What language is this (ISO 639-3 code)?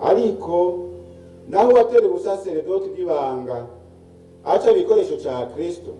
run